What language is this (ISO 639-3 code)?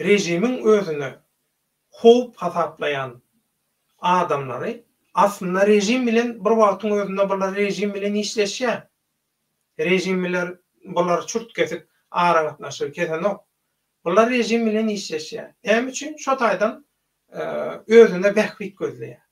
tuk